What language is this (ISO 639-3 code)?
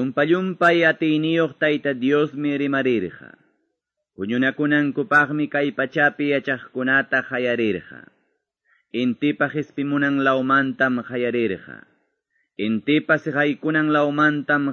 que